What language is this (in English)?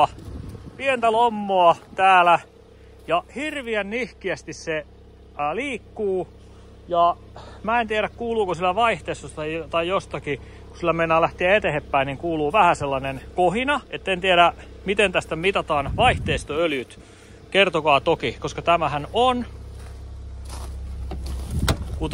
Finnish